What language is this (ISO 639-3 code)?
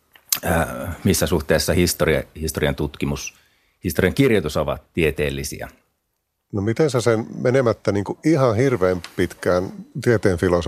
fin